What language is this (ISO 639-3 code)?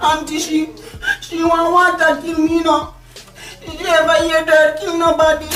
jam